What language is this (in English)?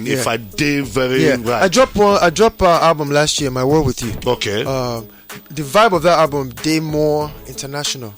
Nigerian Pidgin